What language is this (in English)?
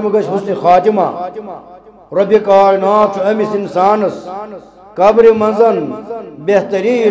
Kashmiri